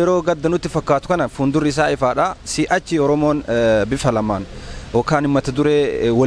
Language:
Oromo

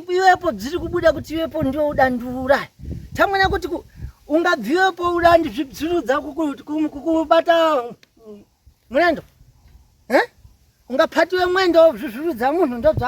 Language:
Shona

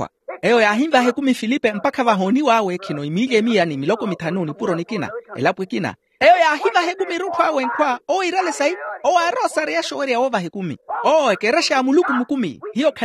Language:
Makhuwa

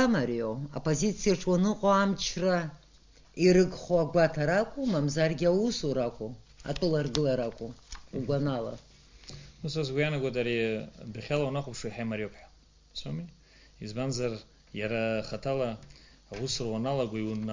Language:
Abkhazian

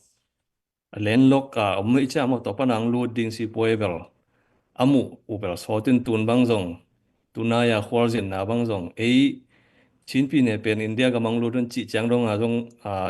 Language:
Tedim Chin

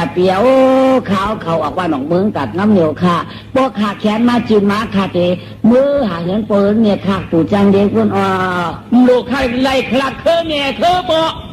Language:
Shan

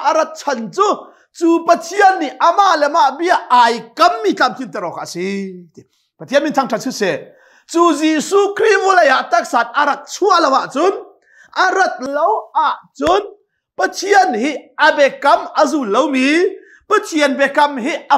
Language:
Hakha Chin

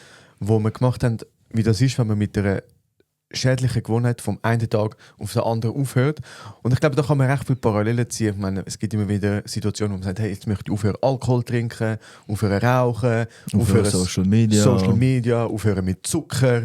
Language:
Swiss German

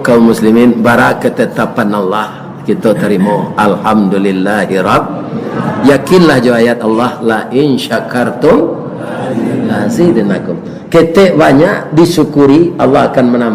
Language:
Minangkabau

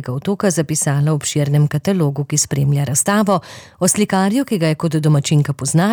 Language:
Slovenian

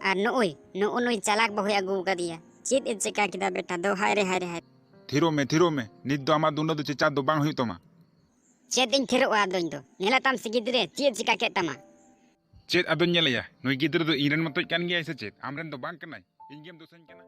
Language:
Santali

